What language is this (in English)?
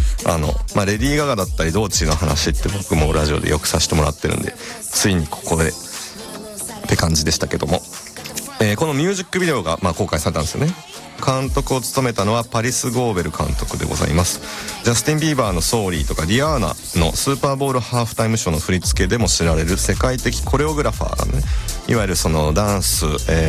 Japanese